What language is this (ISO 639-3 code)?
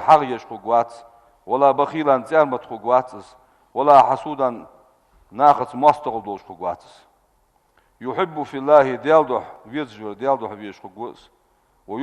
inh